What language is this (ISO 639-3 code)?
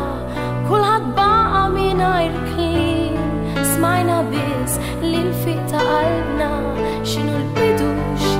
mlt